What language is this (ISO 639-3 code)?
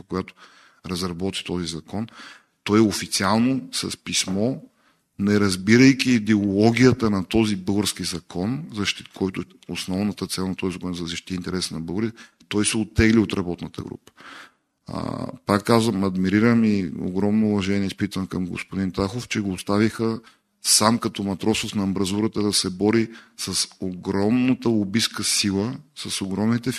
bul